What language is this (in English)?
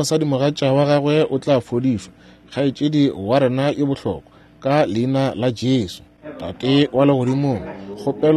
Northern Sotho